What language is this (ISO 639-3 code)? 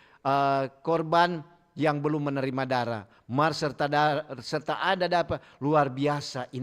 xmm